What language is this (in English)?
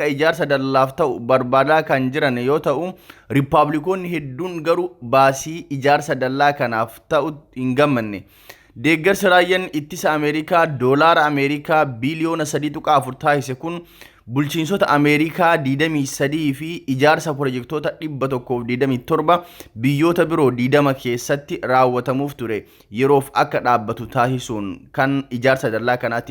Oromo